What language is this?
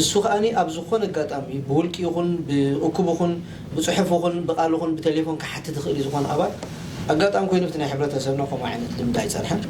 Tigrinya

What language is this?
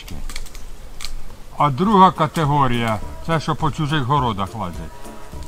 Ukrainian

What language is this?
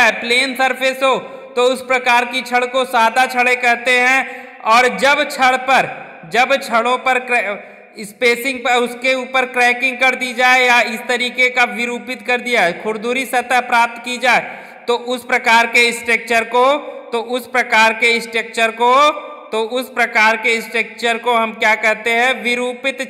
Hindi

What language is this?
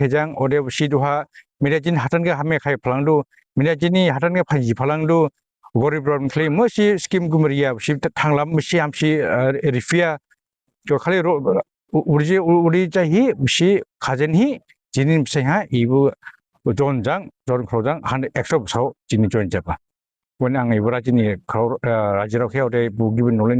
Dimasa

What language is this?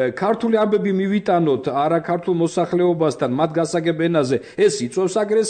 Georgian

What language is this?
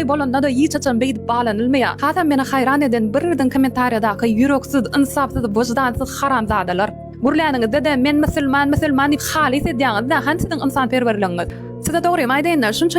Turkmen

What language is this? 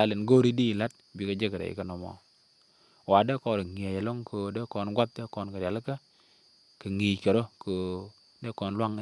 Nuer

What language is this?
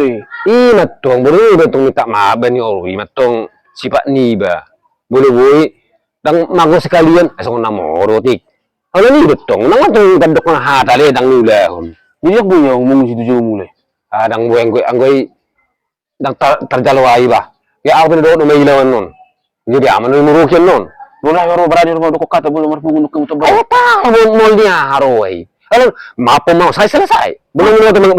Batak Toba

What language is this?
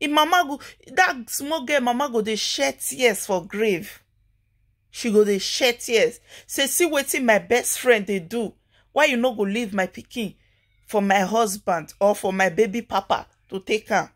Nigerian Pidgin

